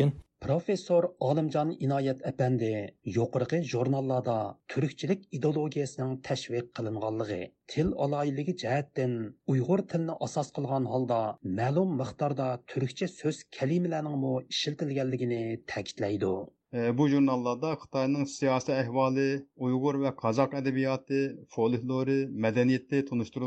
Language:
Uyghur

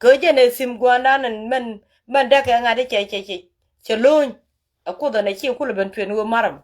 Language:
Nuer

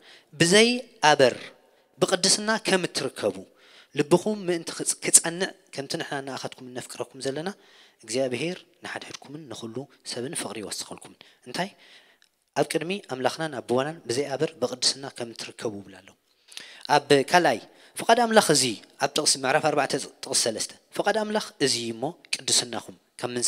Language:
Tigrinya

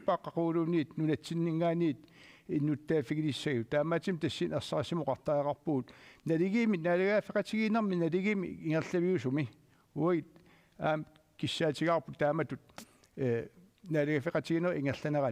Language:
Kalaallisut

